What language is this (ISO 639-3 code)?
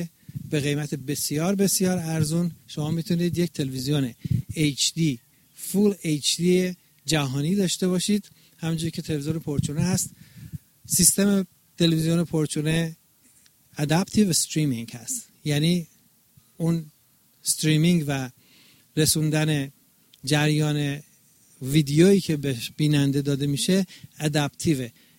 fas